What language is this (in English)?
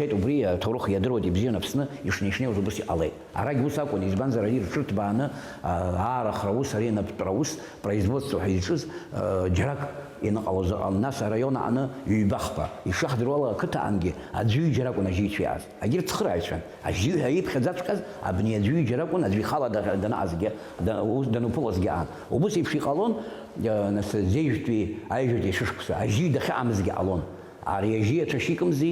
Abkhazian